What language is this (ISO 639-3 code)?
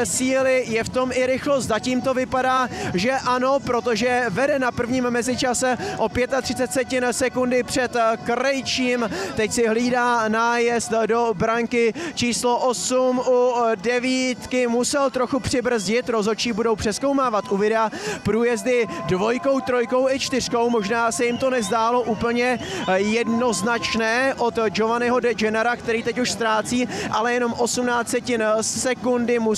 ces